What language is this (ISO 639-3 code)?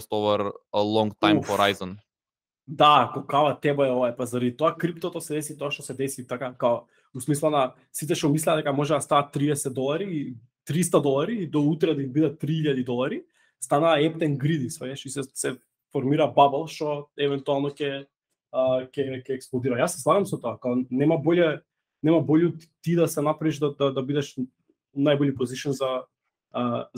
mkd